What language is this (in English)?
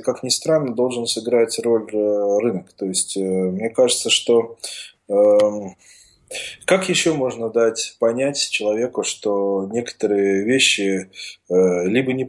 Russian